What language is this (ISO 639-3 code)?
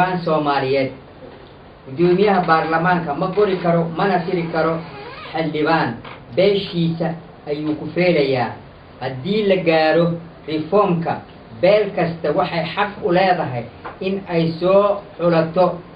som